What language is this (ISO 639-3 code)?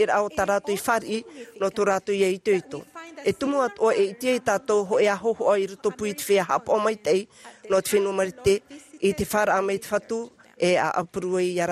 tah